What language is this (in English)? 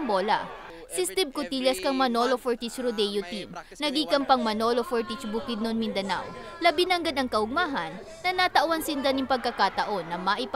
Bikol